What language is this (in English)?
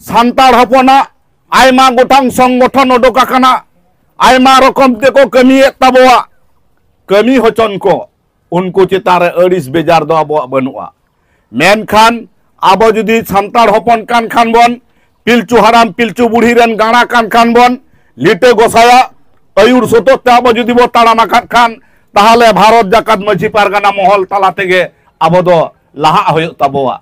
Santali